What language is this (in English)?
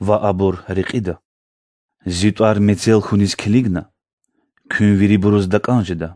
Lezghian